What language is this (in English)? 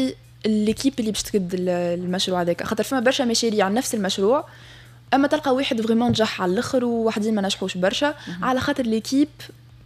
Tunisian Arabic